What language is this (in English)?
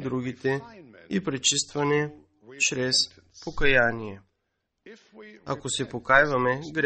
Bulgarian